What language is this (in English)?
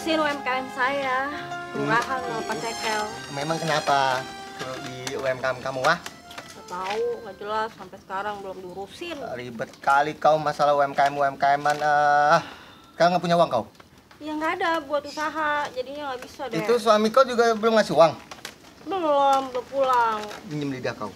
Betawi